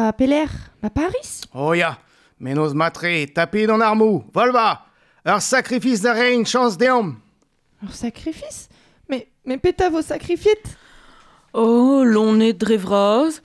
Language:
Breton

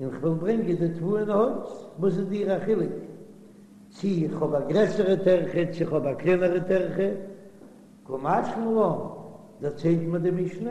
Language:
Yiddish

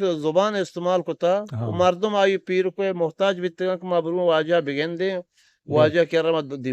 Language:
Eastern Balochi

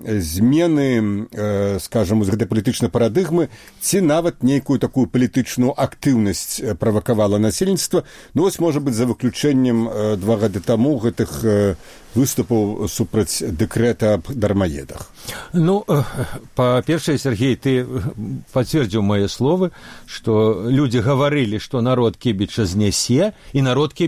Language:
Belarusian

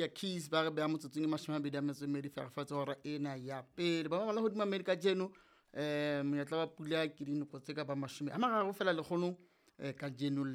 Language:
Southern Sotho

